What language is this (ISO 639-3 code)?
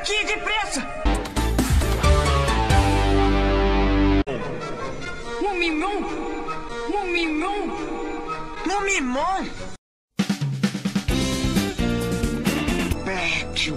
por